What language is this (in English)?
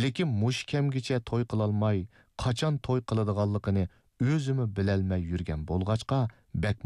Uyghur